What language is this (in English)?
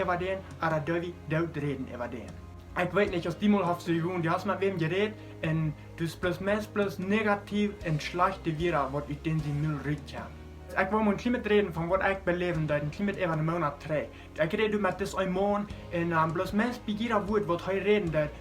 Plautdietsch